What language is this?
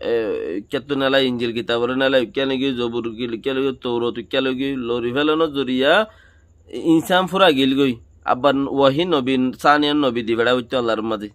Rohingya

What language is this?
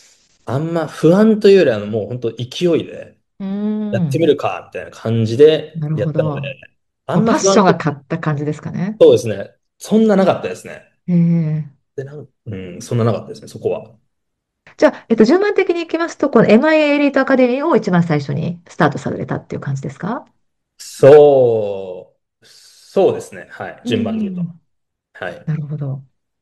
Japanese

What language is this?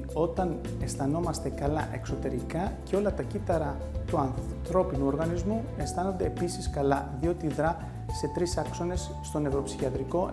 Greek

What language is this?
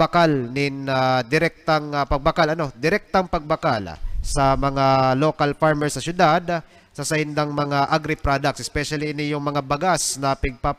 Bikol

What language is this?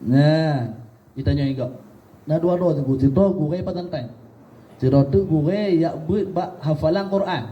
Achinese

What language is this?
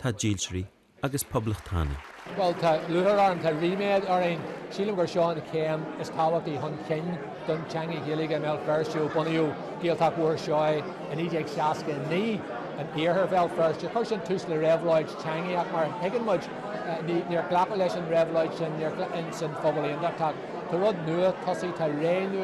Irish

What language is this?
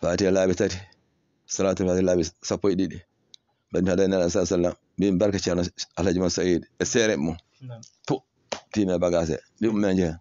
Fula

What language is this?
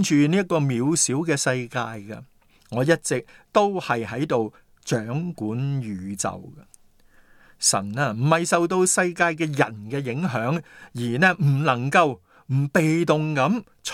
Cantonese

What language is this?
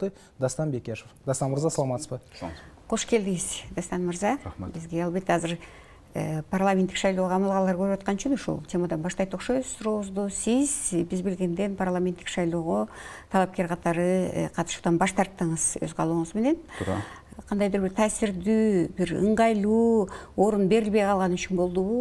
Kyrgyz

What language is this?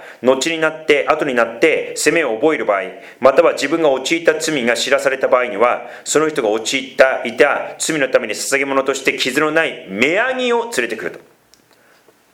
Japanese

